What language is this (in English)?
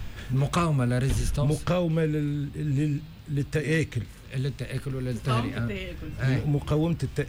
Tunisian Arabic